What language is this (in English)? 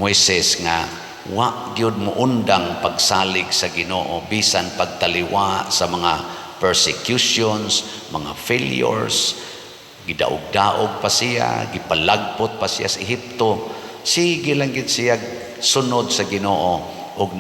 Cebuano